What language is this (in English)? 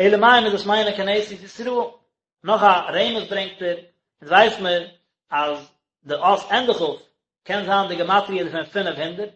Yiddish